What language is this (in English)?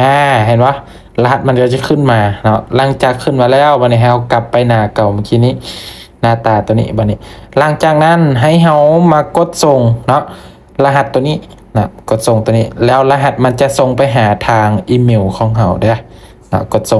Lao